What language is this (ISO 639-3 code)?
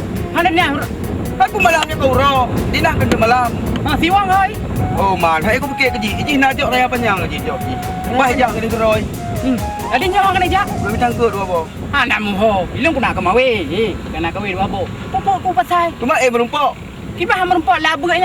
ace